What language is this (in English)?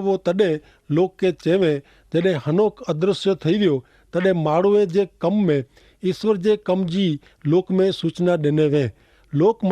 Kachhi